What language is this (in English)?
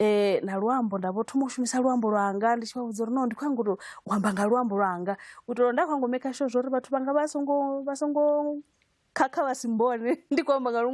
Venda